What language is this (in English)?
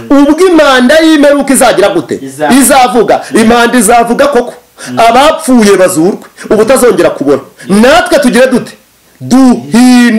Kinyarwanda